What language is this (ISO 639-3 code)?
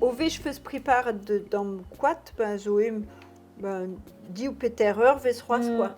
bre